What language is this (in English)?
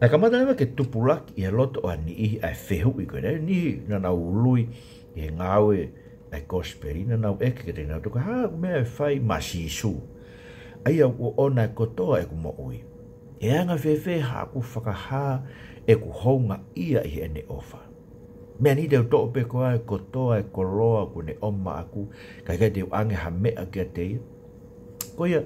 Tongan